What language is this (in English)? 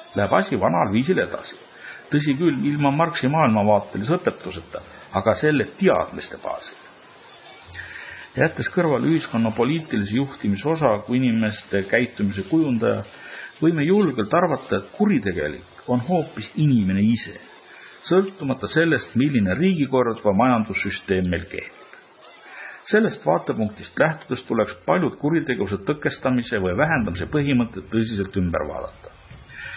Estonian